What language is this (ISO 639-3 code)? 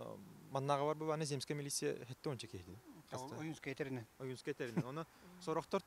sah